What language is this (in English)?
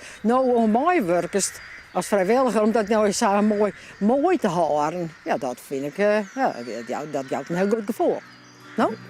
Western Frisian